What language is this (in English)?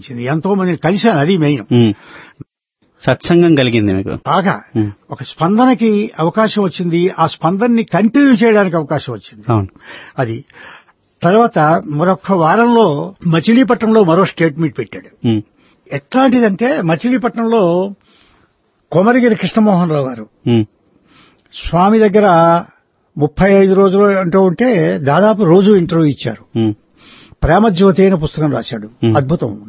Telugu